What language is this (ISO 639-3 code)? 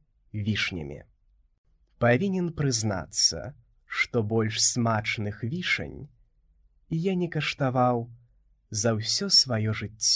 bel